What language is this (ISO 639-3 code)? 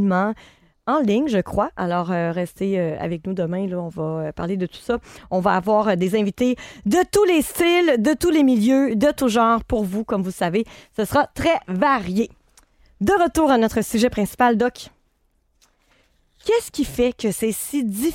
fra